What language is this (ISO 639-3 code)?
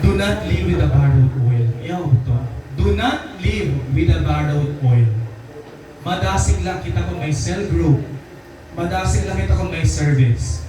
war